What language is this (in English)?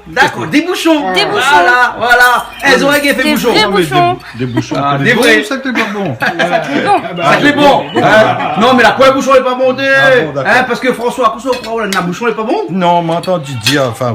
Réunion Creole French